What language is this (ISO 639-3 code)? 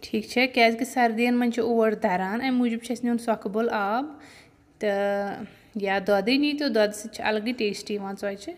kas